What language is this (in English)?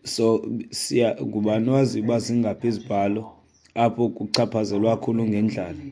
Xhosa